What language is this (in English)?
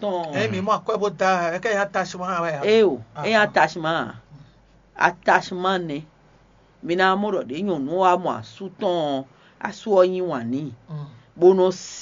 Fon